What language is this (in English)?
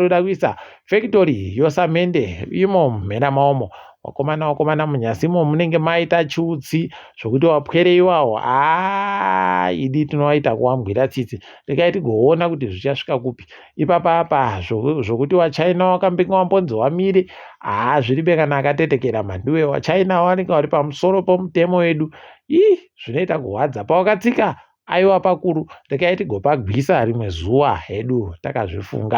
Ndau